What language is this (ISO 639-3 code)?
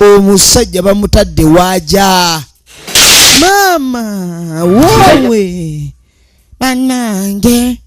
lug